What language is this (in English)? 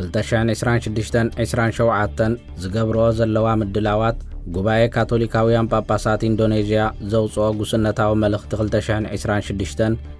Tigrinya